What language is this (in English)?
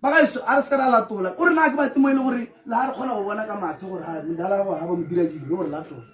Tswana